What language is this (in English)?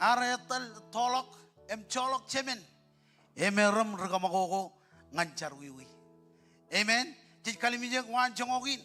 Marshallese